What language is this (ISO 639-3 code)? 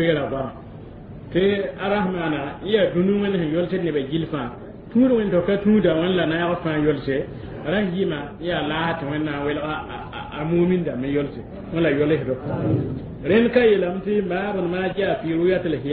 mos